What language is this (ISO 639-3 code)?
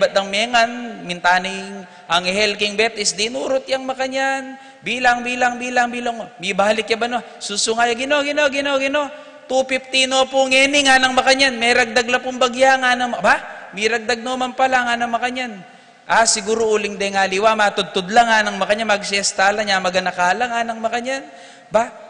pam